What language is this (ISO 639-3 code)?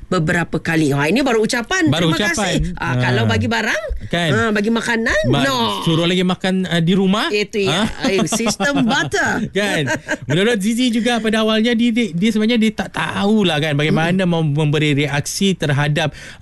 msa